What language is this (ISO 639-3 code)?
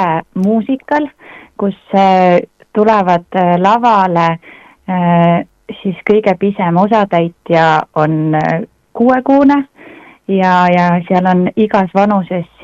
est